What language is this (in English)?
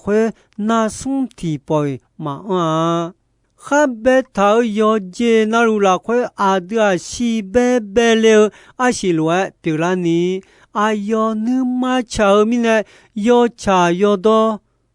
Akha